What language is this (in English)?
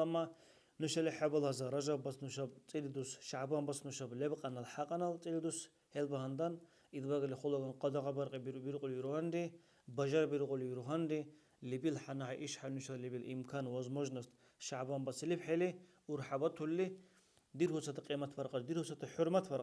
Dargwa